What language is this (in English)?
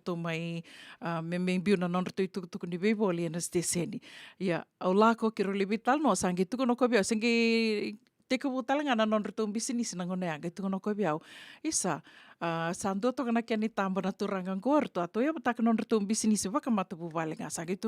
Fijian